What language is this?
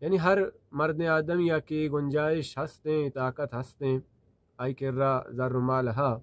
Baluchi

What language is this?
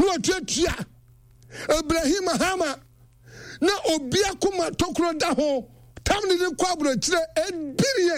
Akan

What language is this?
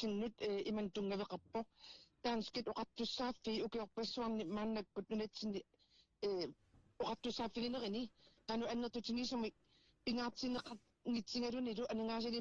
Kalaallisut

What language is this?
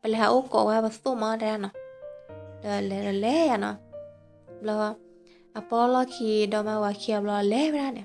S'gaw Karen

